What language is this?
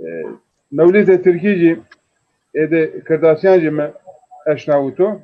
Zaza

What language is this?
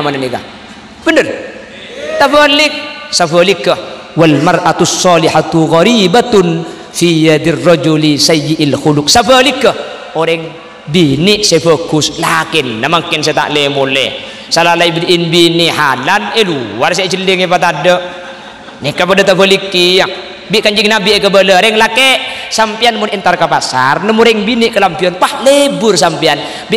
Madurese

